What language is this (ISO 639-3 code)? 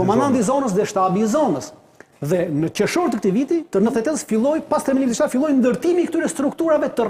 sqi